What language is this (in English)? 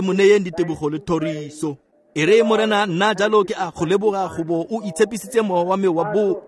Tswana